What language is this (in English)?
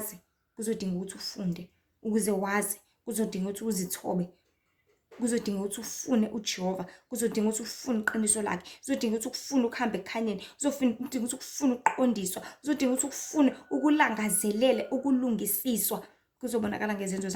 Zulu